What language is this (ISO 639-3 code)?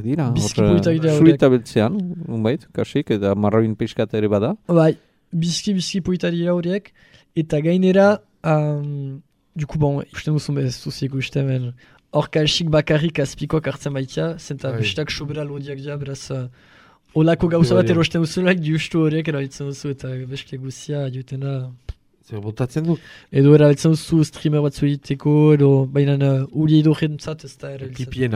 eus